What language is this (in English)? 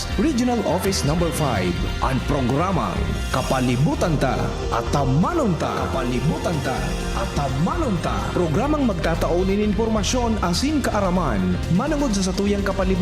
Bikol